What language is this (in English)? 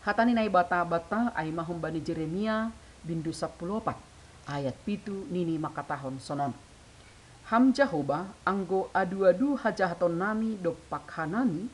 Batak Simalungun